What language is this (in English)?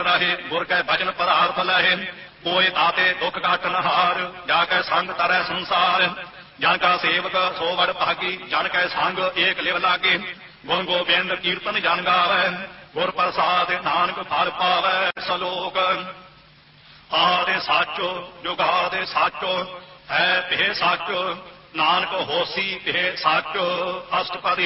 Punjabi